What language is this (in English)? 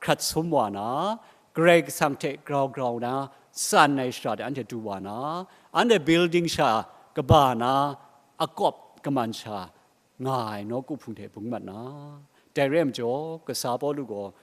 Kachin